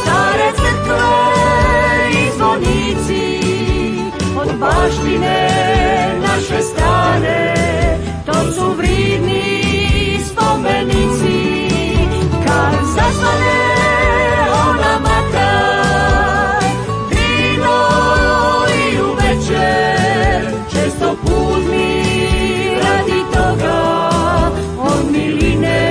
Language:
Croatian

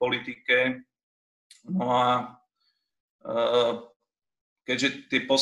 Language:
Slovak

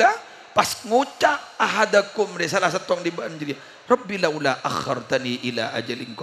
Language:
Madurese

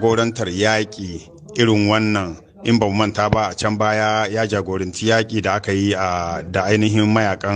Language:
Hausa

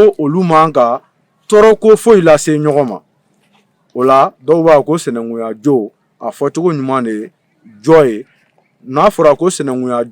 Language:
Bambara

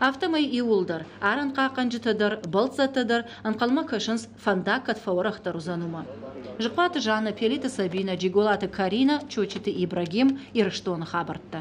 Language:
Ossetic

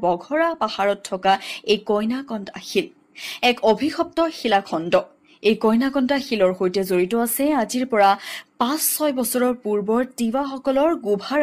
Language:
Assamese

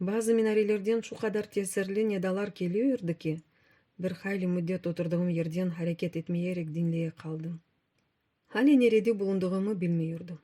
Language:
Crimean Tatar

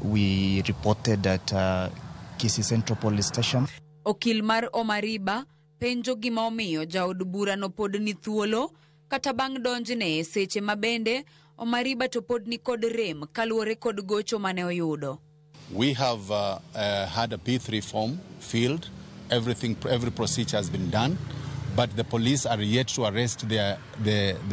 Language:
Luo (Kenya and Tanzania)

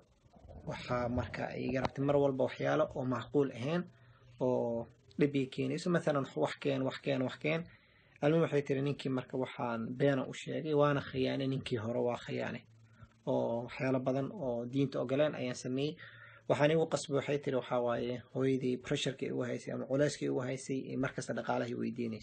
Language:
Somali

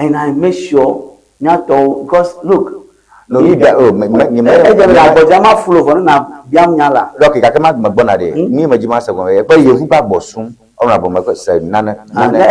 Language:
Ewe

